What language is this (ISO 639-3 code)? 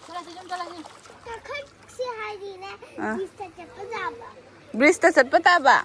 mni